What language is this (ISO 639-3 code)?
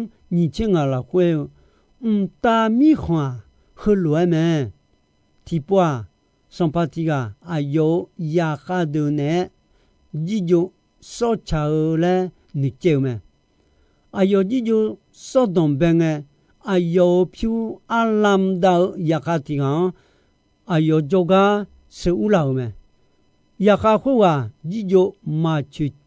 ahk